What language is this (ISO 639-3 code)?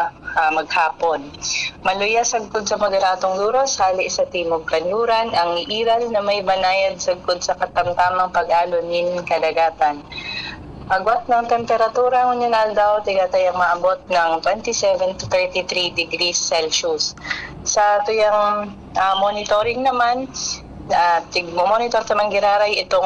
bik